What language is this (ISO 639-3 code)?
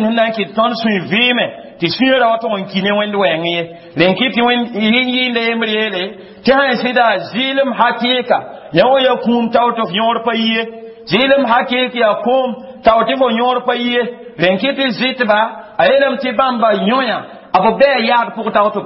mos